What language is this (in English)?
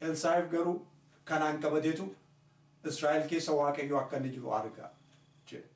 Oromo